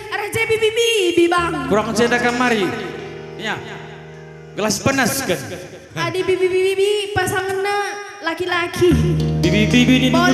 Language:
Batak Karo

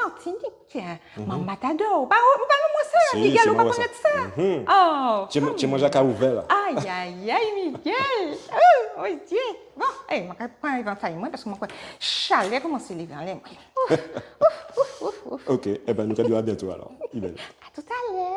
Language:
Guadeloupean Creole French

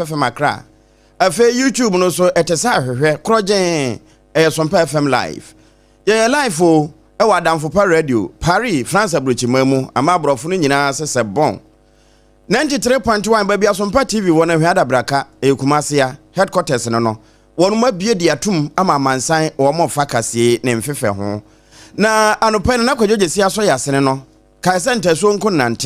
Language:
Akan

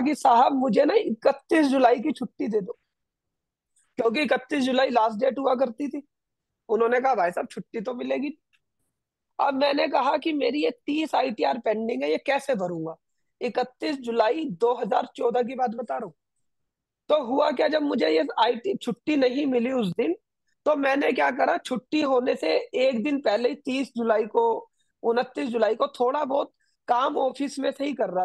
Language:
Hindi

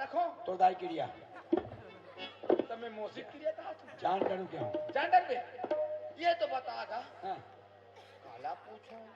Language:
Chhattisgarhi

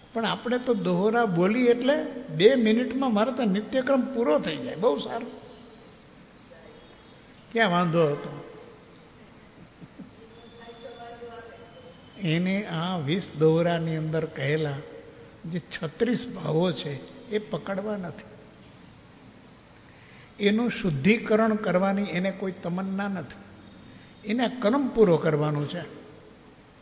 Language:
Gujarati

